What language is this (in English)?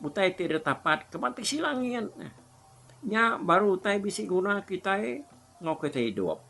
Iban